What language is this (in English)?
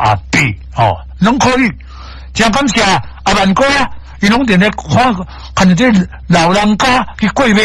Min Nan Chinese